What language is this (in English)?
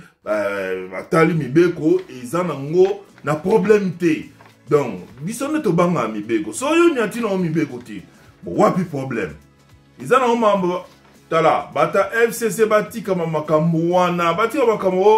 Lingala